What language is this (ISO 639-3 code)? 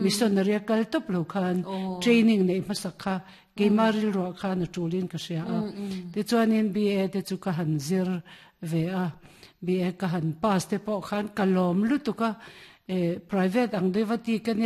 lus